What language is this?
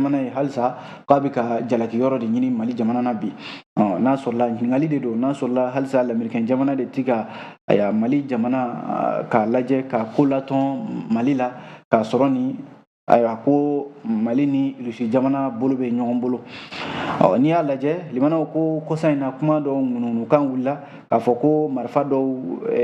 Bambara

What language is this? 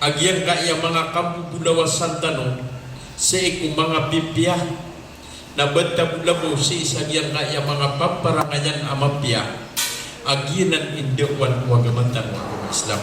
Maranao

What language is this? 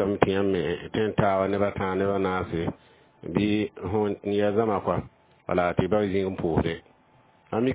Mossi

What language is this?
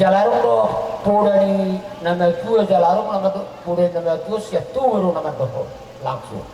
Batak Toba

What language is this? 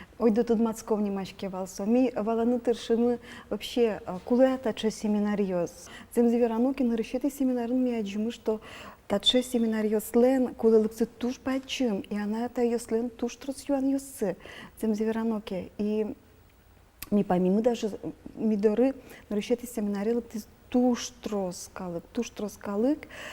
Udmurt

